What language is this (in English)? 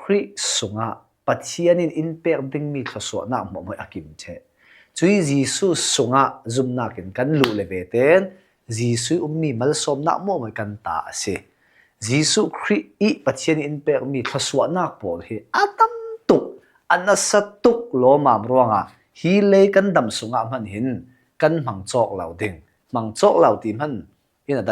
Falam Chin